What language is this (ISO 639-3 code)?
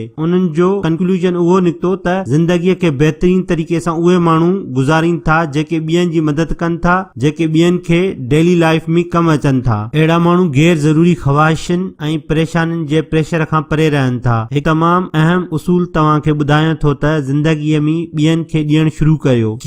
snd